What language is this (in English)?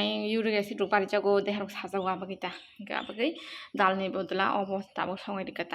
Kok Borok